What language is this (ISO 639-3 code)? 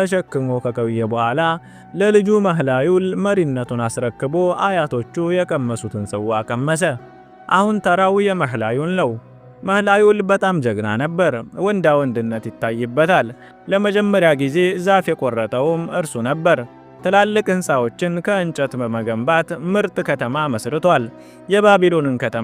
amh